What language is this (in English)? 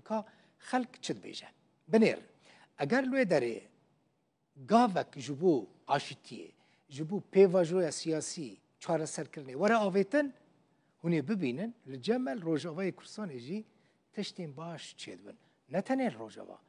Kurdish